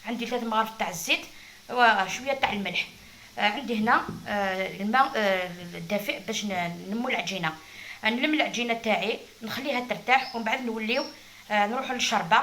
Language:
Algerian Arabic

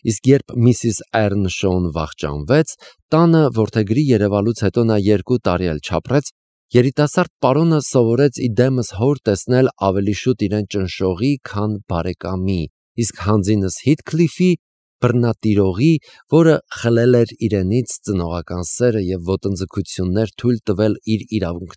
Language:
Armenian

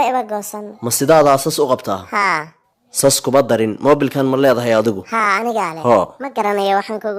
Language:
Somali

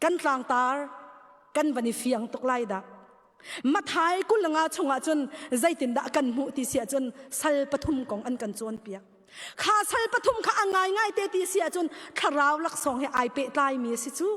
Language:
Hakha Chin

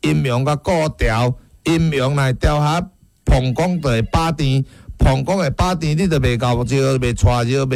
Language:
Min Nan Chinese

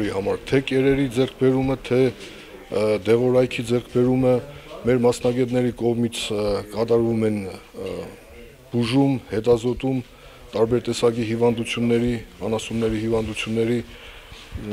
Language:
Armenian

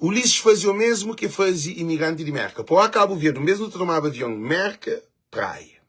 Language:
Kabuverdianu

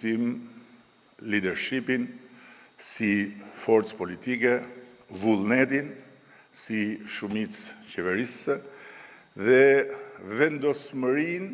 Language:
Albanian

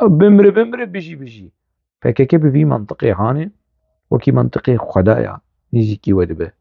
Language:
Kurdish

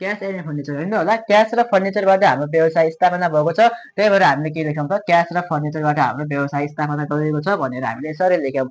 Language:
Nepali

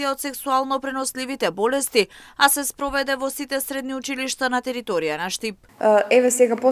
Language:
Macedonian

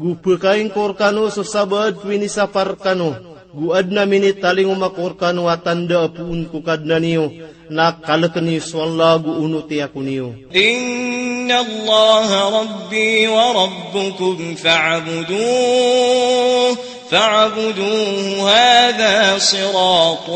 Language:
Maranao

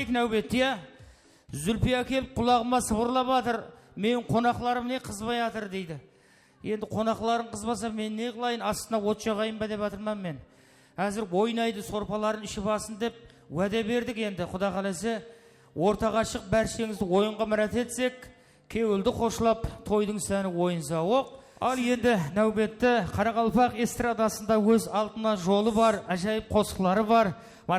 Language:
Kara-Kalpak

